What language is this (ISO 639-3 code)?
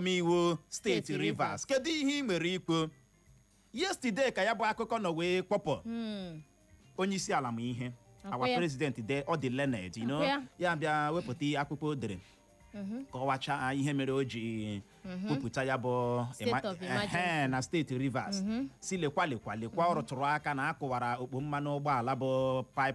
ibo